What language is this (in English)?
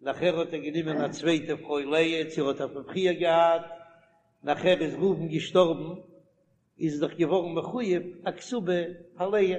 Yiddish